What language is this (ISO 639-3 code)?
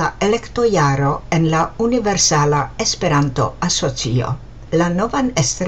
epo